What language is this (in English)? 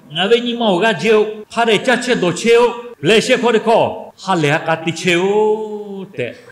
Lahu